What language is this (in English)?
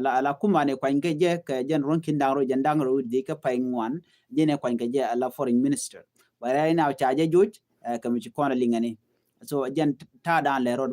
Nuer